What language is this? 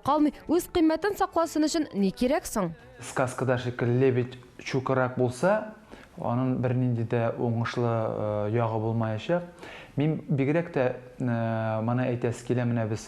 Tatar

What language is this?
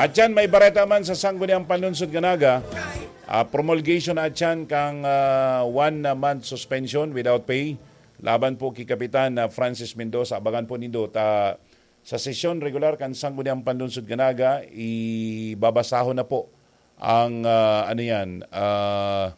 Bikol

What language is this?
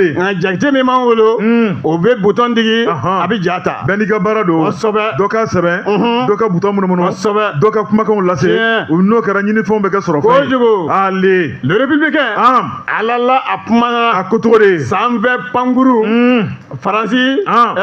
Bambara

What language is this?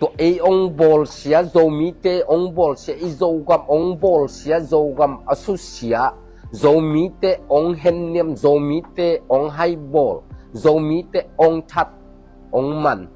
Tedim Chin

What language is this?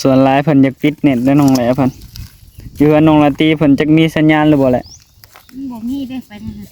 Northeastern Thai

